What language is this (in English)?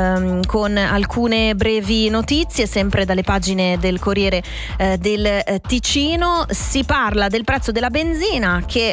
Italian